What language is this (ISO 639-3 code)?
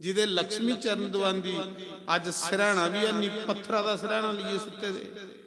doi